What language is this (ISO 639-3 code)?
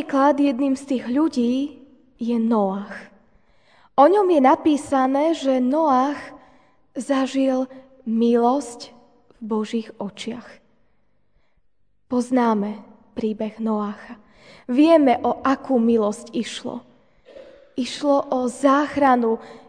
slk